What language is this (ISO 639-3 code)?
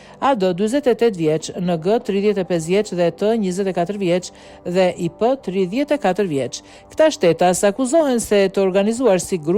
sqi